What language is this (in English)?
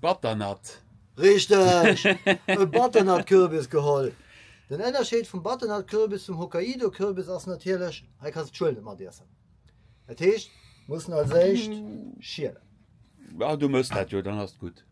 Luxembourgish